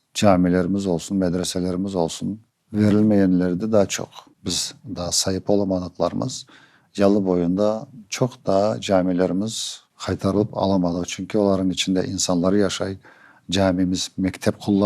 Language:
Crimean Tatar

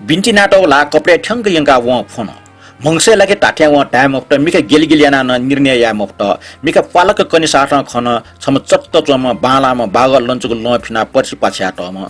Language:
Newari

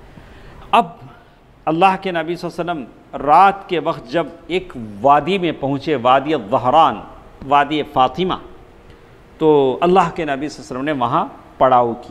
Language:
Urdu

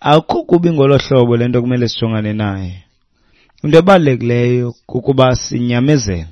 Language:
Xhosa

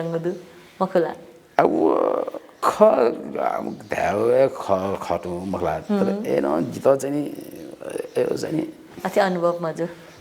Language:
Newari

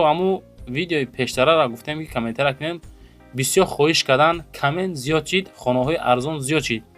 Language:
Tajik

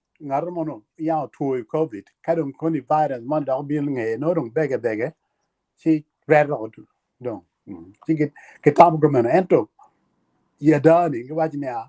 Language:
Acoli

